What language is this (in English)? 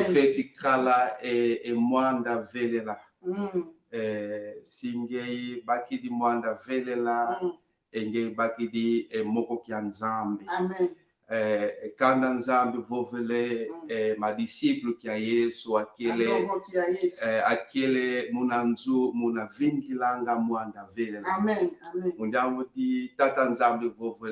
Kongo